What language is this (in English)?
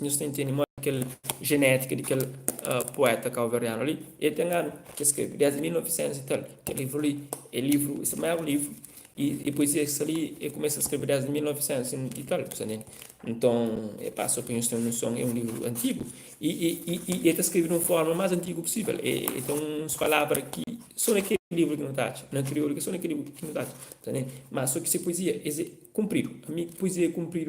Kabuverdianu